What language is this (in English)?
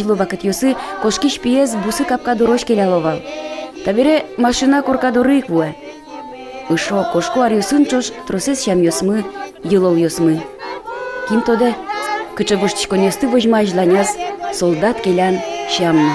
Udmurt